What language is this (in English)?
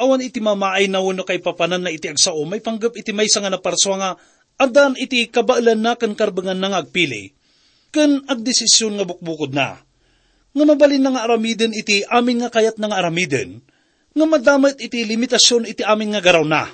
Iloko